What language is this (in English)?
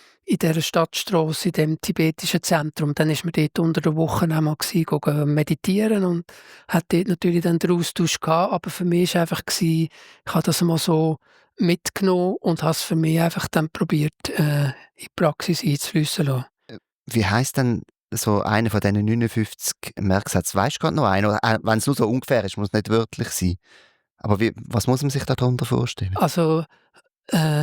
Swiss German